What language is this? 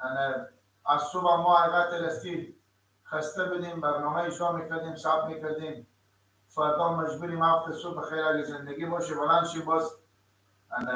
Persian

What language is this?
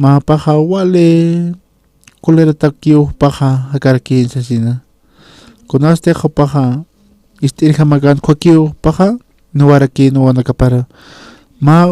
Aymara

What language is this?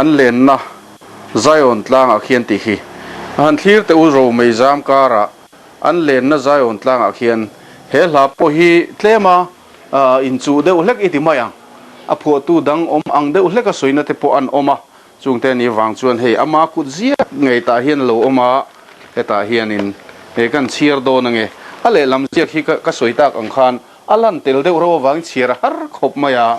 Mizo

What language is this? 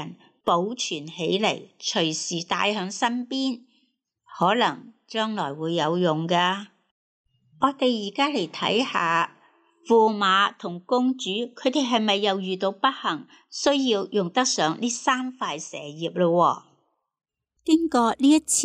Cantonese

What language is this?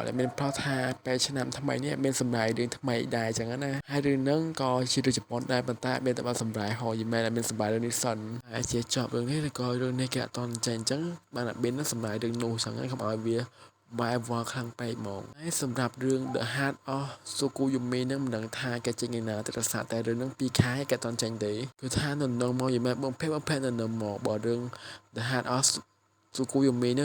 Khmer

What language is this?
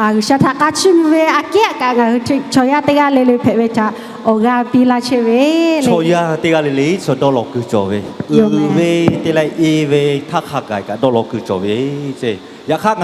Lahu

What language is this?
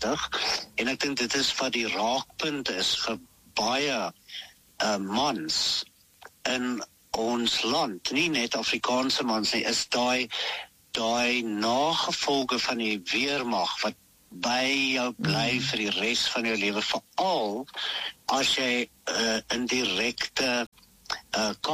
Afrikaans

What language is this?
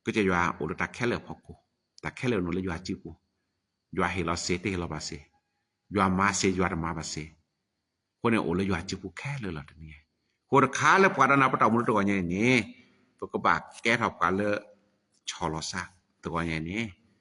S'gaw Karen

